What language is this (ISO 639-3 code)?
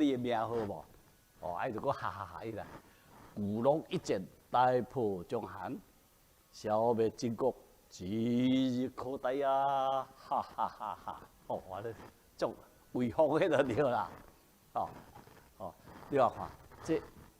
nan